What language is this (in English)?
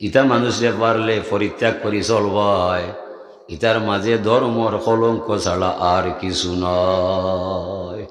Sylheti